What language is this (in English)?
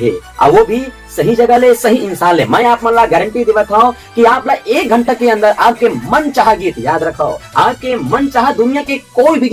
Chhattisgarhi